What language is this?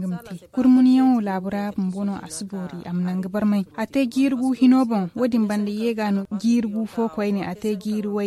Zarma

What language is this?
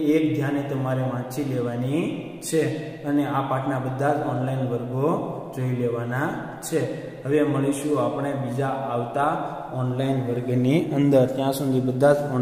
Gujarati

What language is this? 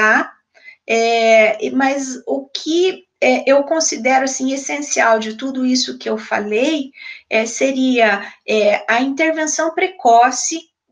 Portuguese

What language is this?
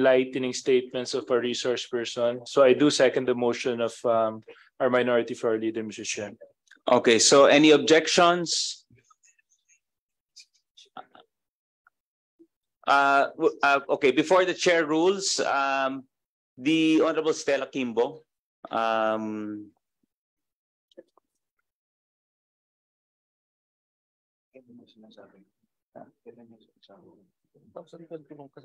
Filipino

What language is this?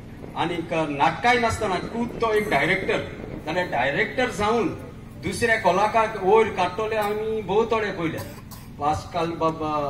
Konkani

